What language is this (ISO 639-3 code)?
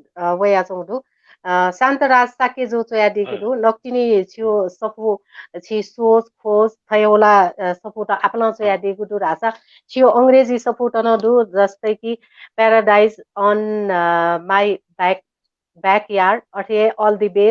new